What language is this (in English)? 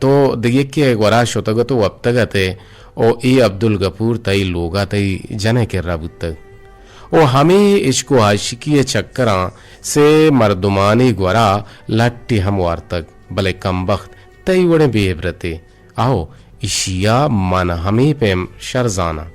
Eastern Balochi